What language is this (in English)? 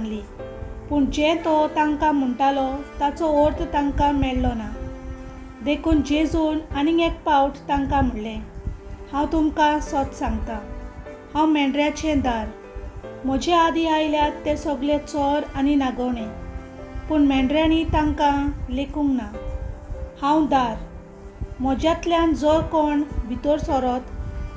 Konkani